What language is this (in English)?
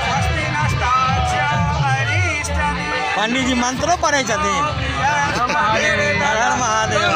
Maithili